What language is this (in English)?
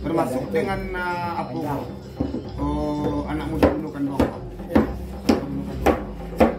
Minangkabau